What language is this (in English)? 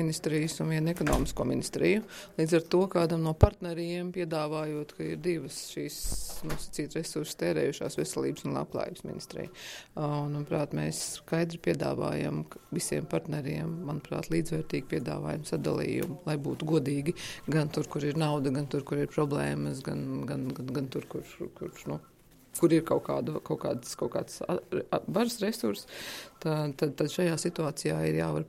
Latvian